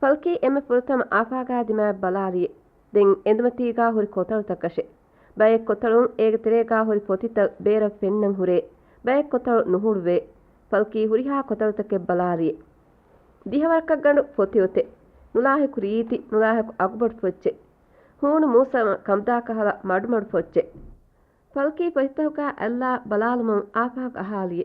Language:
Divehi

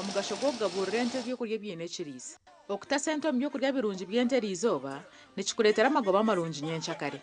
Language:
Nyankole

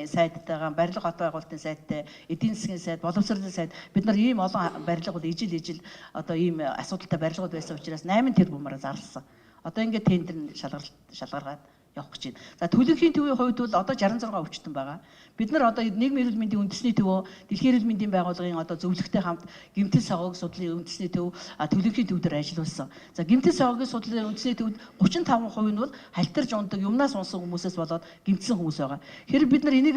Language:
Mongolian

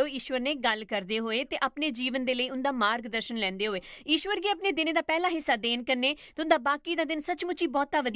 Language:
Dogri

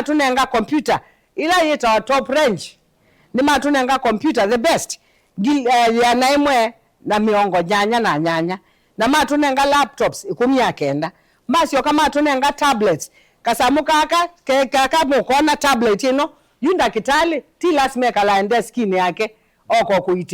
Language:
Kamba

